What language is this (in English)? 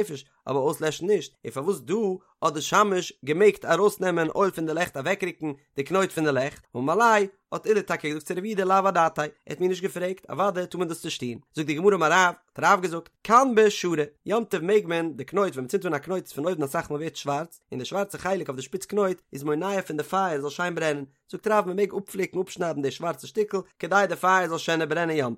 Yiddish